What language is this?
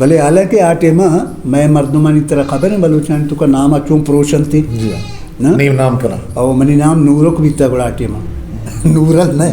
Eastern Balochi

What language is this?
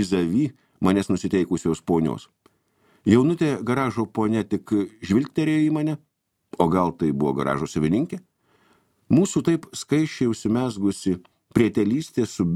Lithuanian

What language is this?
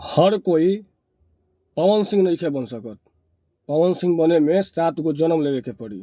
Bhojpuri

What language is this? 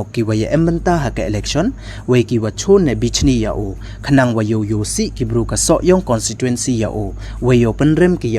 Pnar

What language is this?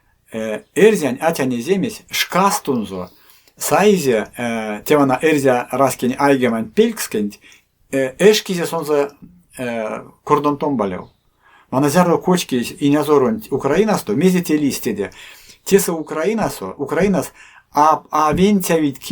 Erzya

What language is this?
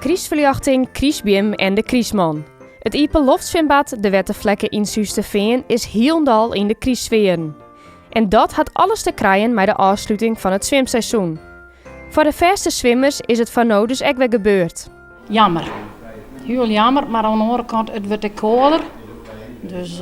Western Frisian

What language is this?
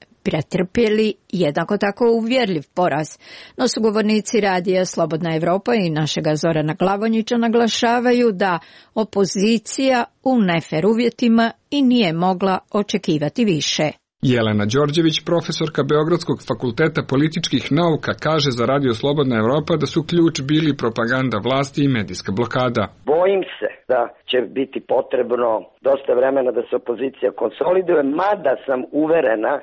Serbian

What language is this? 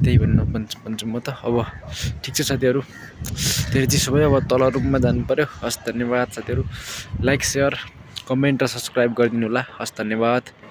Nepali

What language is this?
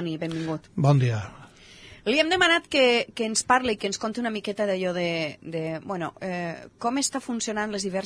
Catalan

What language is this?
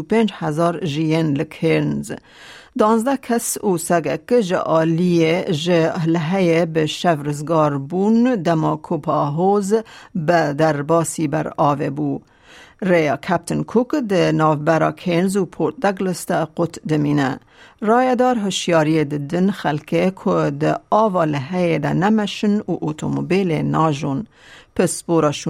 Kurdish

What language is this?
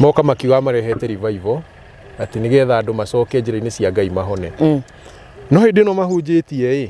Kikuyu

